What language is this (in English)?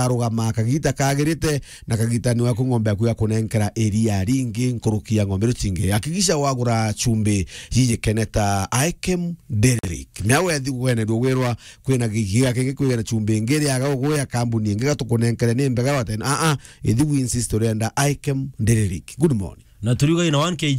Meru